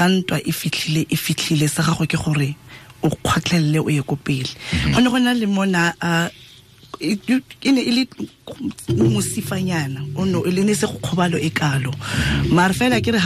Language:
Tswana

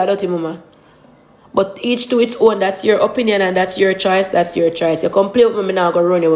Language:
Jamaican Creole English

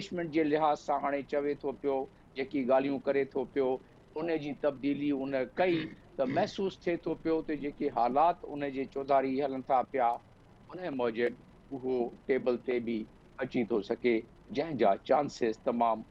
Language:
Sindhi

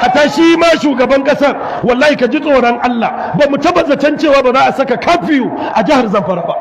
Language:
Hausa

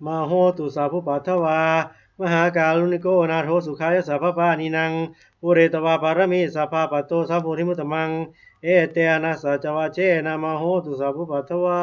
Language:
Pali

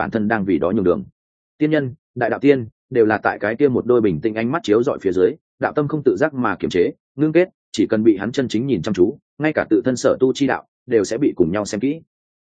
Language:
Vietnamese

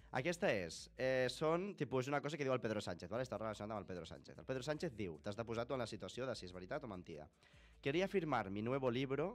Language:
Catalan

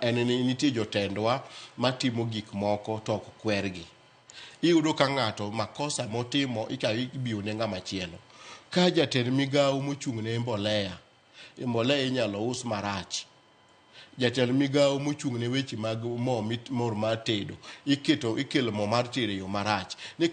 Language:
Luo (Kenya and Tanzania)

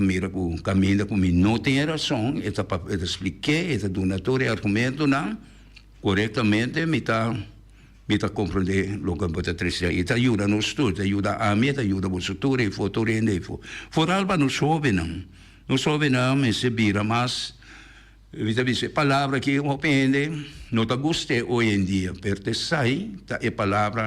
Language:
Papiamento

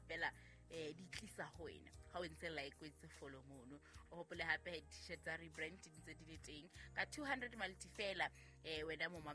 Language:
Southern Sotho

